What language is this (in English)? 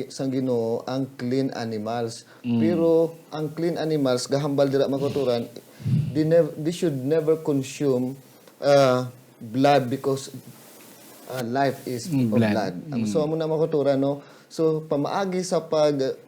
Hiligaynon